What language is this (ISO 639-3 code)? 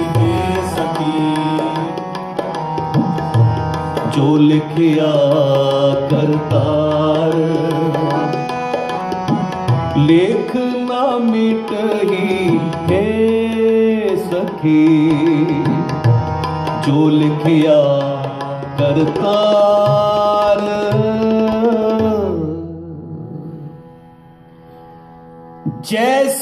pan